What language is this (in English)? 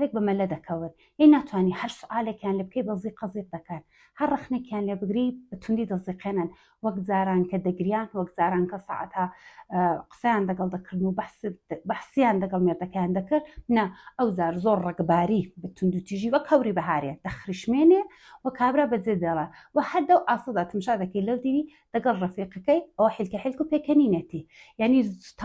Central Kurdish